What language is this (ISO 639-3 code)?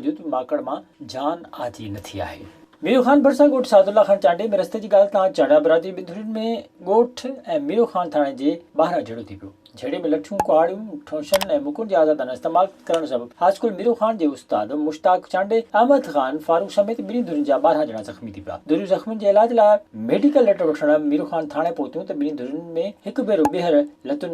snd